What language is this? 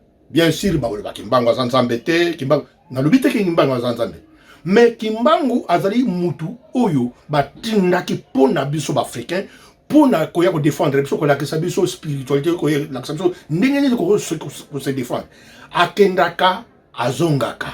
Lingala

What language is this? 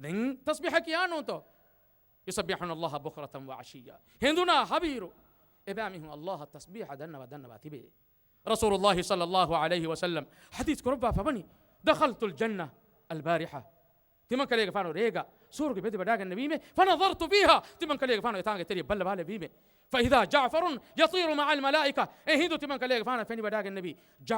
Divehi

